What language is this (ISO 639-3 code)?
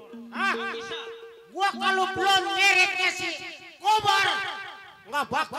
bew